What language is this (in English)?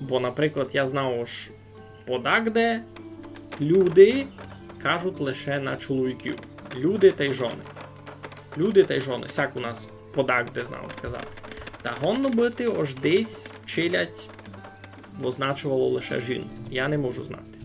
Rusyn